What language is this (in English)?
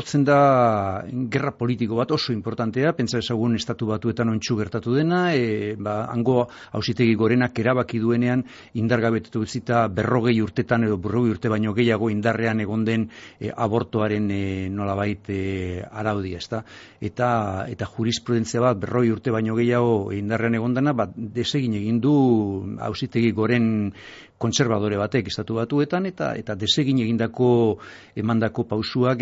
Basque